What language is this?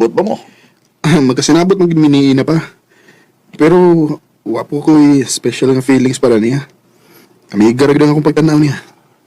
Cebuano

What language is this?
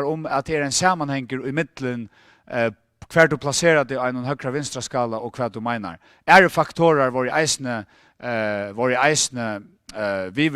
Faroese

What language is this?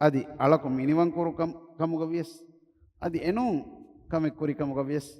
Divehi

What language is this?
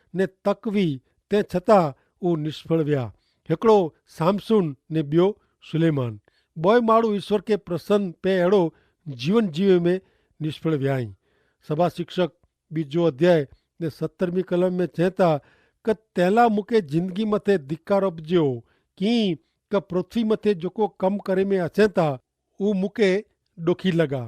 Kachhi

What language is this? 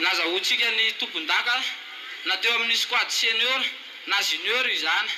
Malagasy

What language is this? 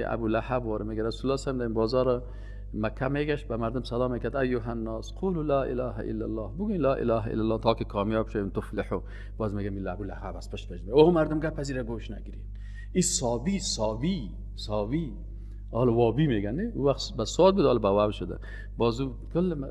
Persian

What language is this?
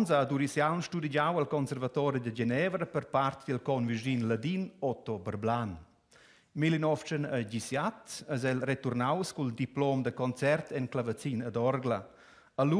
Romansh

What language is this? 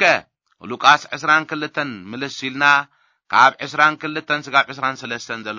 Tigrinya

